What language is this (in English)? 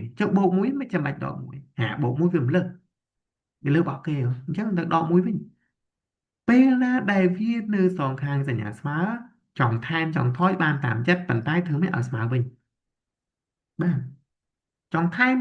Khmer